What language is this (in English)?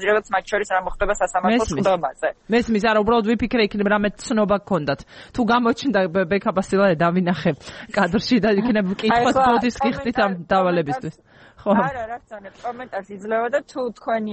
Georgian